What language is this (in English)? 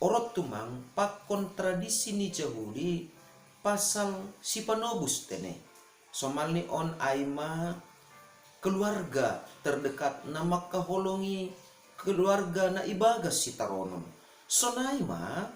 Batak Simalungun